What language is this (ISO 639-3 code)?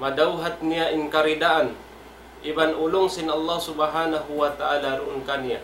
tsg